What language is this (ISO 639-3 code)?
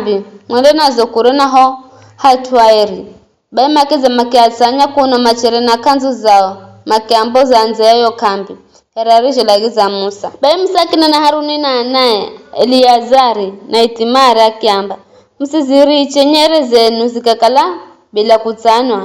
nyf